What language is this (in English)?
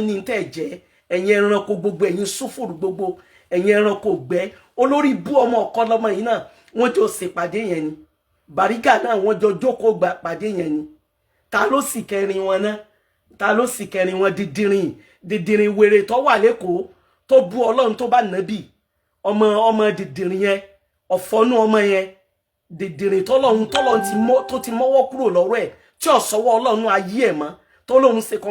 Yoruba